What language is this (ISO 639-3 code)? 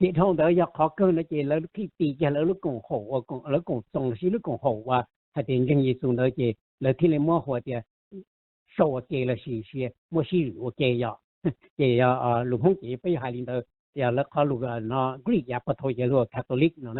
hmn